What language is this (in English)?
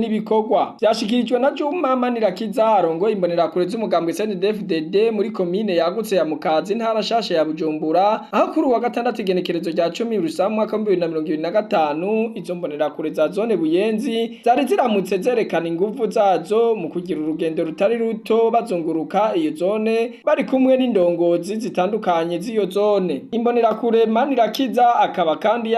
Rundi